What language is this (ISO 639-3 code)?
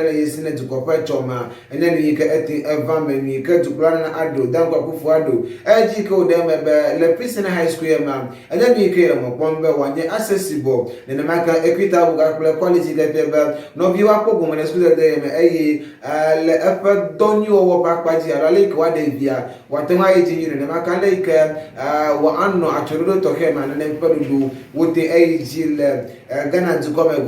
ewe